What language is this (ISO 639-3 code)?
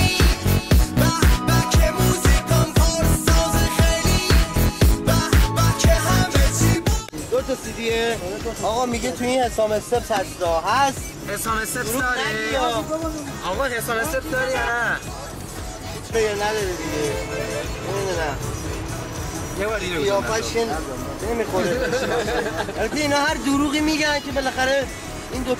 fas